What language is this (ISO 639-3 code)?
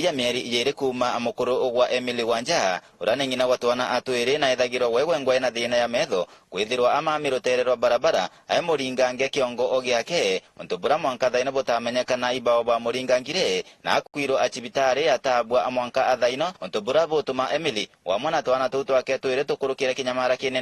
mer